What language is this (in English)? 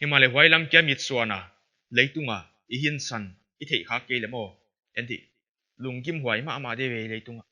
Paite Chin